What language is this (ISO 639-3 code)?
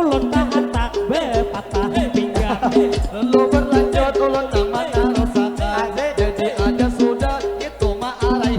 bjn